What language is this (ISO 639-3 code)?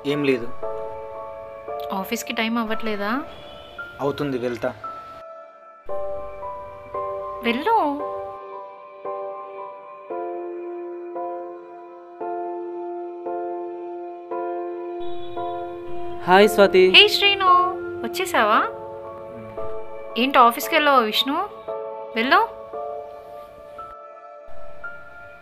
tel